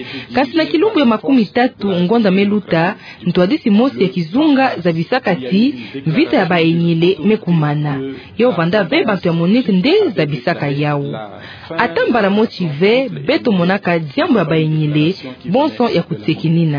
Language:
Kituba (Democratic Republic of Congo)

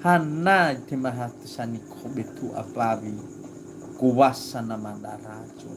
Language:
Nias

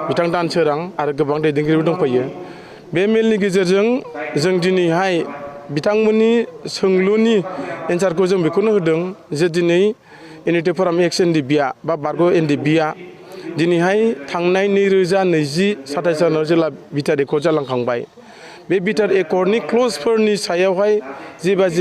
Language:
Bodo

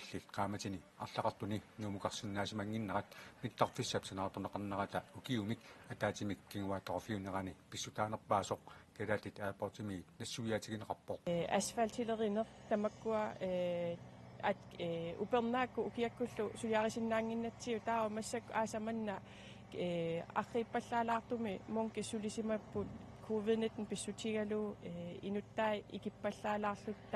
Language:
Kalaallisut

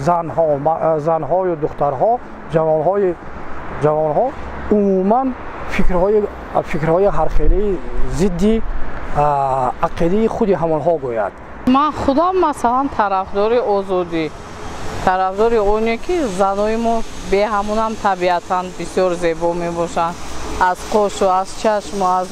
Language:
Tajik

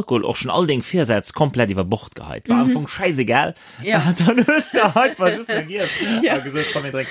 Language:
Luxembourgish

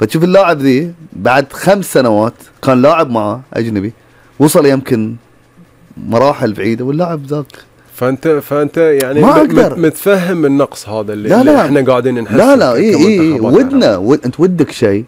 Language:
Gulf Arabic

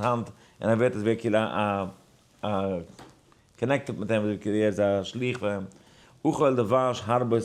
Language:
Yiddish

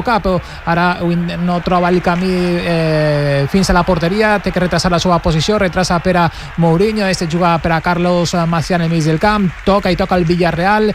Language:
Catalan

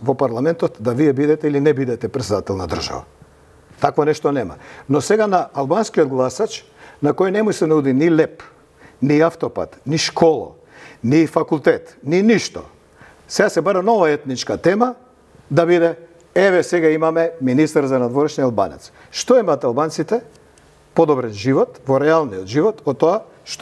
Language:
Macedonian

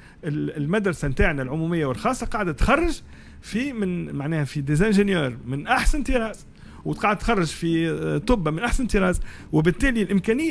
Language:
Tunisian Arabic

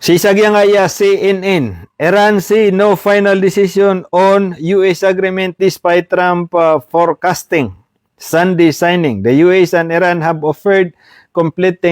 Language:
Maranao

